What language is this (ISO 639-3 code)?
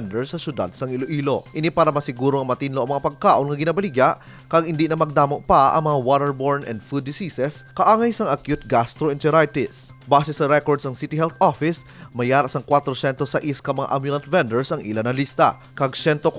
hil